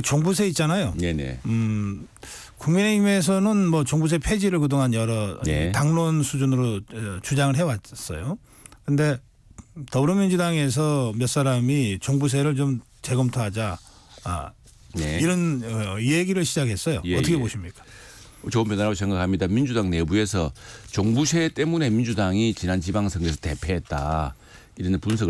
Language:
Korean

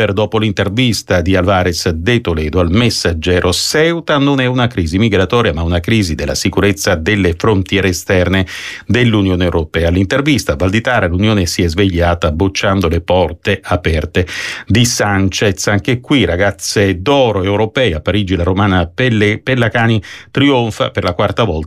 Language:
Italian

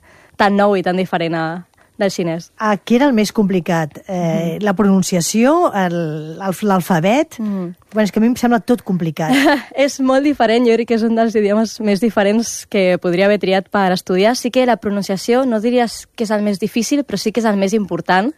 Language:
Catalan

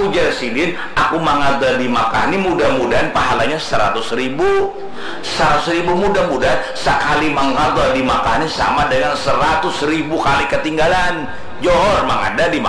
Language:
Banjar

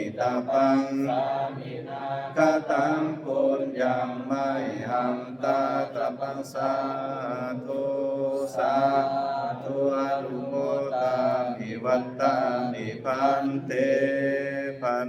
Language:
Pali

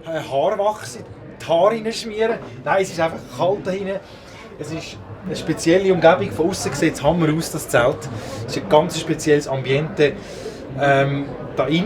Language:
Swiss German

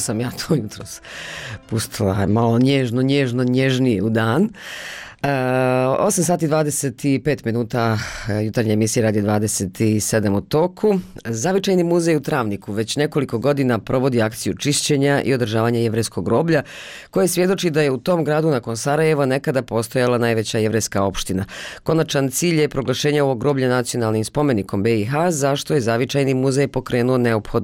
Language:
Bosnian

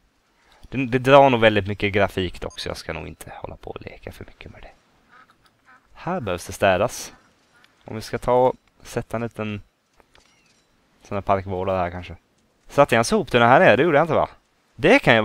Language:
Swedish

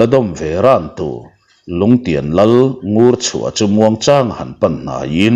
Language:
Mizo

